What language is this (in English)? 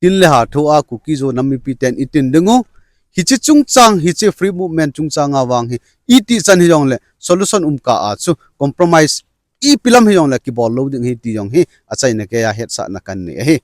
Thado Chin